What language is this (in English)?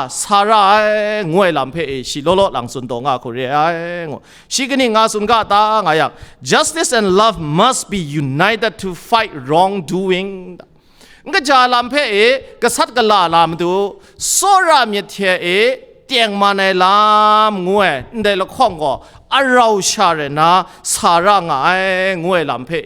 Kachin